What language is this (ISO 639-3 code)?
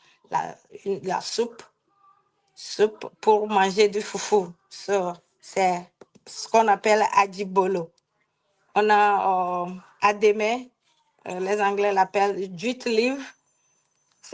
ewe